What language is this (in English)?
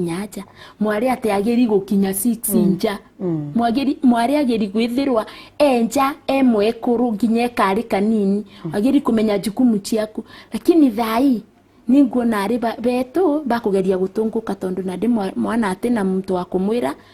Meru